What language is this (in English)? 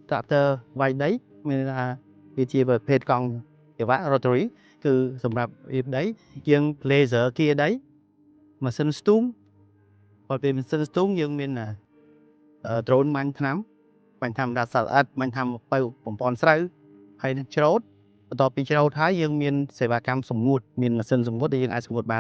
Khmer